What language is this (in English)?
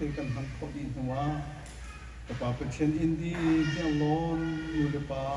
Hakha Chin